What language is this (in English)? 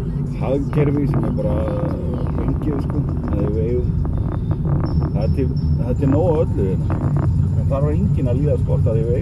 Icelandic